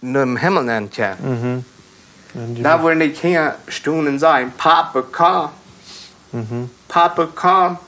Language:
Plautdietsch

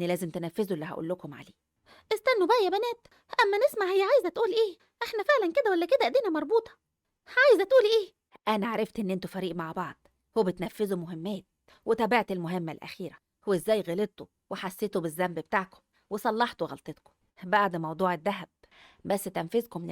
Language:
Egyptian Arabic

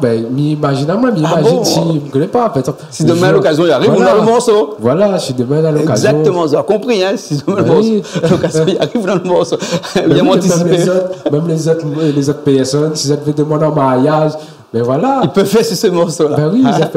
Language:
Réunion Creole French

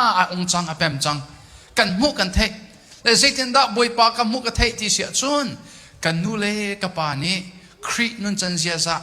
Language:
Hakha Chin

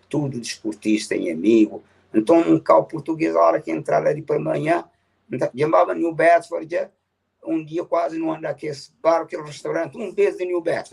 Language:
Kabuverdianu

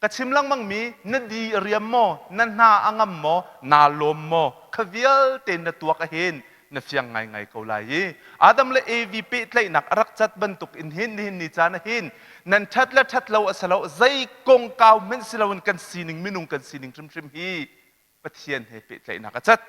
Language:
Hakha Chin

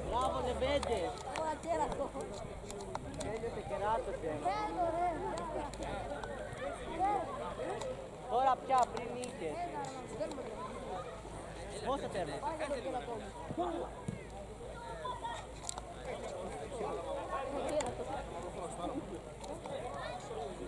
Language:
Greek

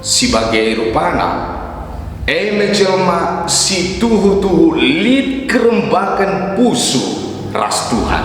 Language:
Batak Karo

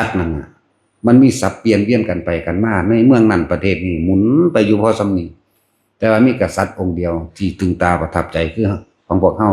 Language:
Lao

